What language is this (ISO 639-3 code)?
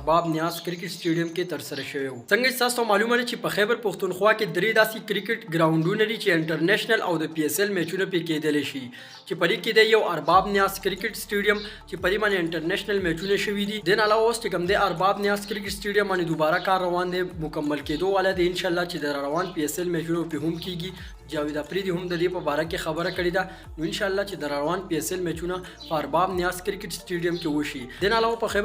pus